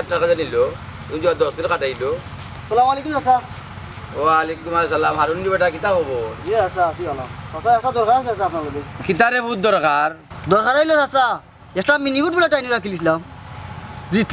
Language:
Sylheti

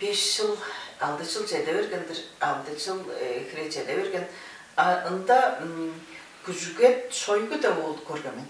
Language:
Tuvinian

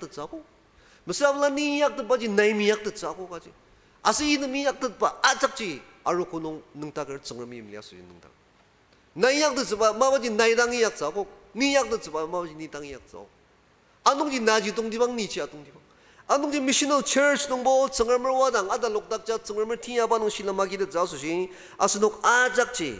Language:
Ao Naga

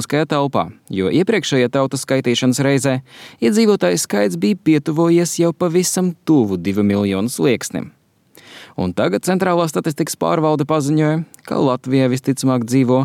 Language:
Latvian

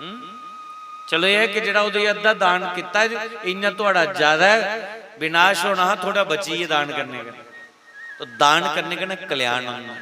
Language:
Dogri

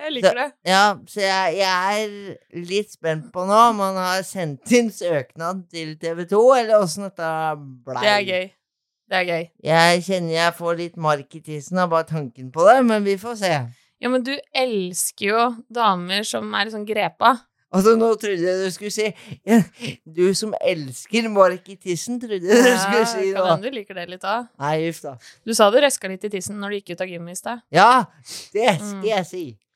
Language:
Norwegian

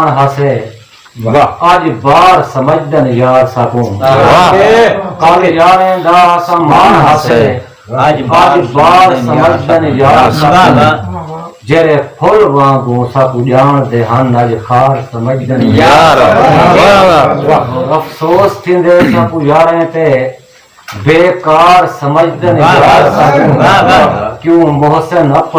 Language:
Saraiki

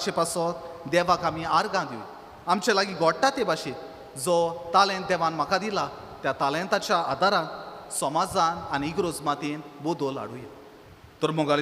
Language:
Konkani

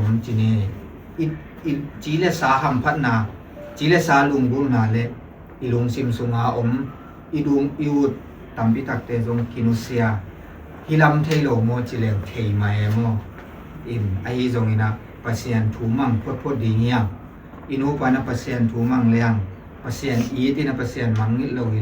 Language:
Tedim Chin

